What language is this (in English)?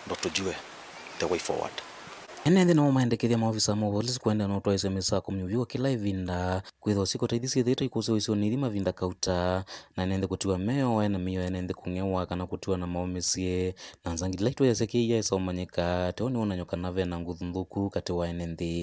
Kamba